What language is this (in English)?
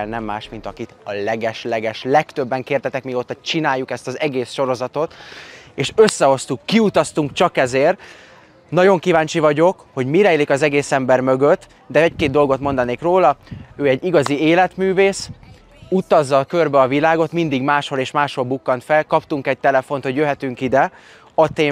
Hungarian